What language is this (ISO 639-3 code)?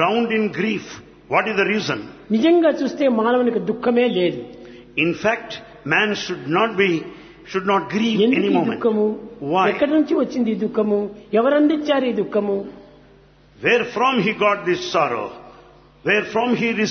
tel